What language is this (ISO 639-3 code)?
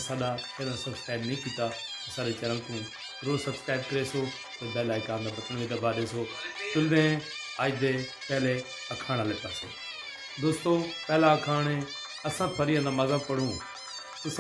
skr